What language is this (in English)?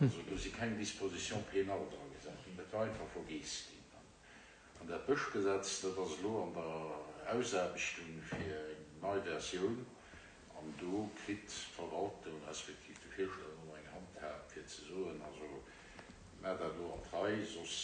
Luxembourgish